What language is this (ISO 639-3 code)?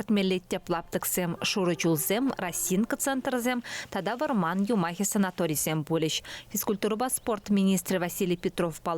chv